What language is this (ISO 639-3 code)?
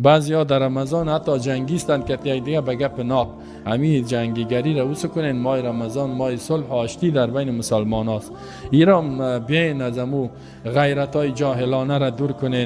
tgk